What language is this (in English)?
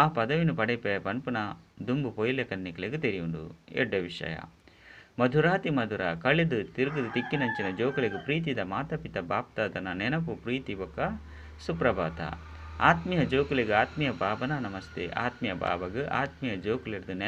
Tulu